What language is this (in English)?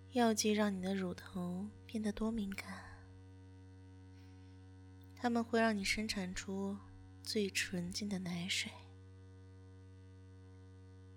Chinese